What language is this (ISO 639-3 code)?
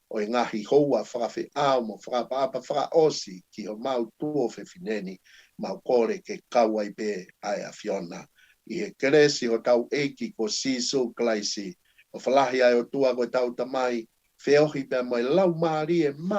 ton